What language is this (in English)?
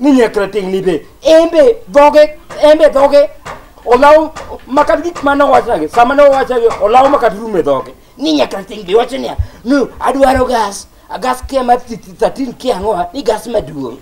Luo (Kenya and Tanzania)